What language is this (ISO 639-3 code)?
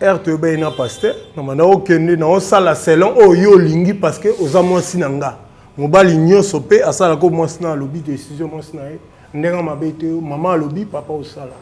lin